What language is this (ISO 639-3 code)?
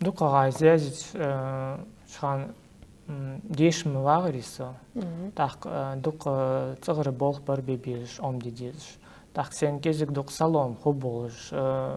inh